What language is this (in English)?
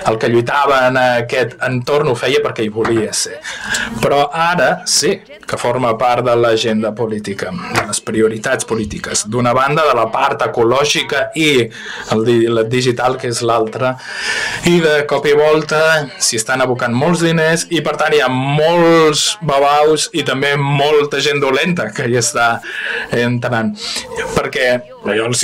Catalan